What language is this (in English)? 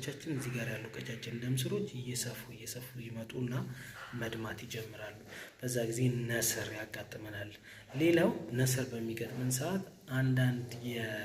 Amharic